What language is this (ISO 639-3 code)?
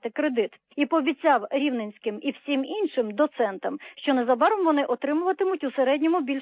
ukr